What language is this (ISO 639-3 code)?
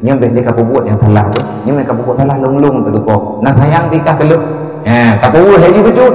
ace